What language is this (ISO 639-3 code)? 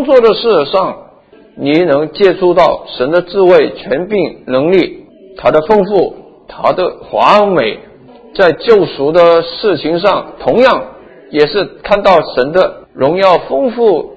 zho